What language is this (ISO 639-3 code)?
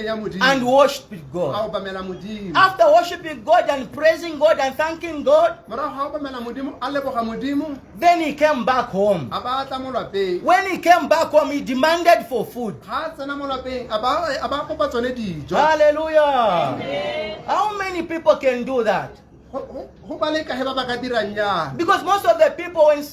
tsn